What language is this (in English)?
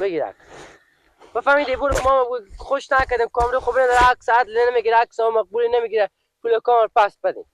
Persian